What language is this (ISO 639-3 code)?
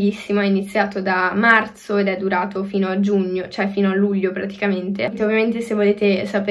ita